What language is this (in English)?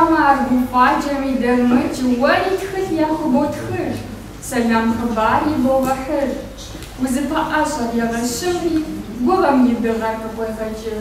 Kabardian